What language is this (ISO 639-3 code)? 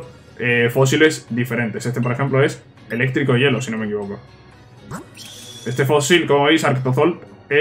spa